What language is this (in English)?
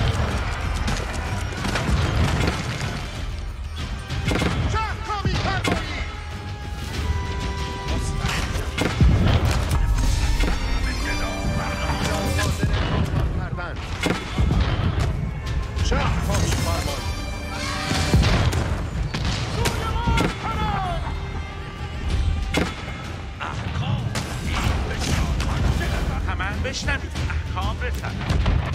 Persian